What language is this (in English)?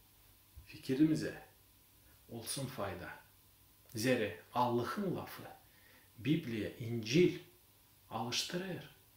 Gagauz